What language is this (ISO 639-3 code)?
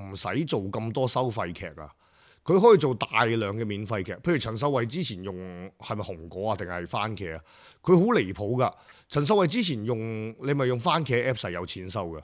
yue